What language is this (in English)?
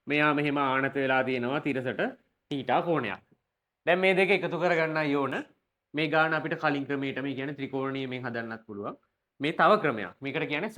Sinhala